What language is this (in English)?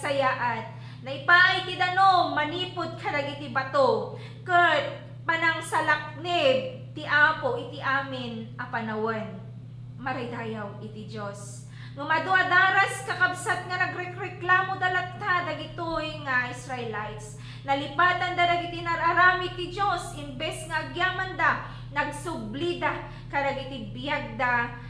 Iloko